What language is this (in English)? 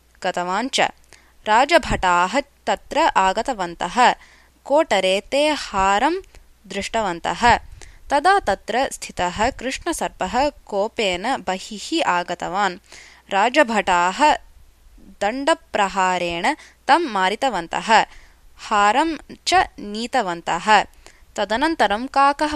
Sanskrit